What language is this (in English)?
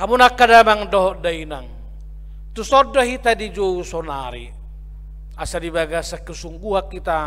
Batak Toba